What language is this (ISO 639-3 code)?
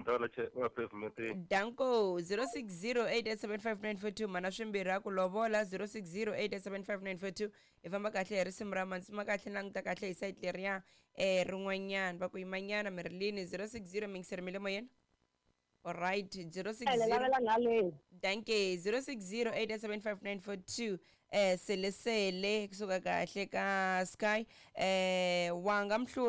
tso